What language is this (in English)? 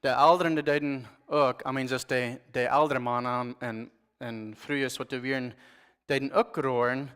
Plautdietsch